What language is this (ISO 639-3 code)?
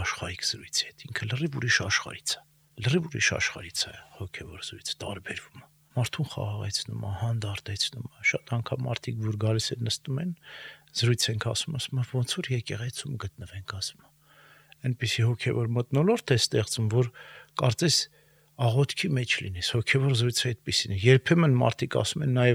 hye